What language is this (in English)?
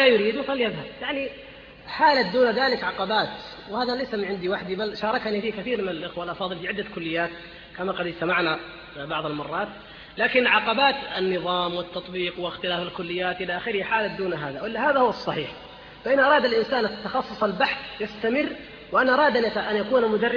Arabic